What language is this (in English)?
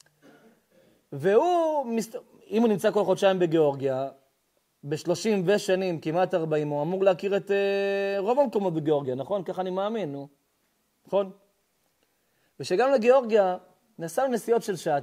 Hebrew